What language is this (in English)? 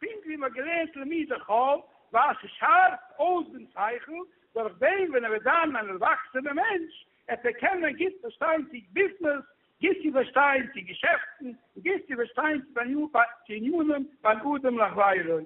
Yiddish